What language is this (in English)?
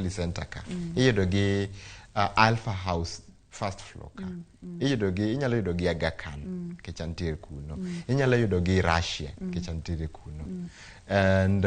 Luo (Kenya and Tanzania)